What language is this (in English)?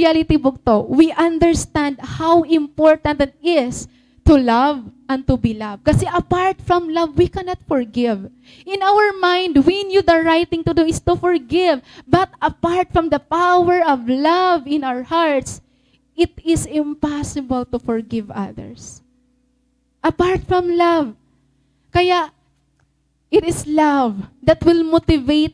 Waray